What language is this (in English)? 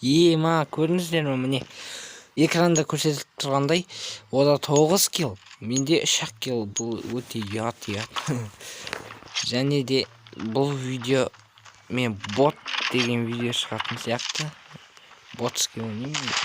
Kazakh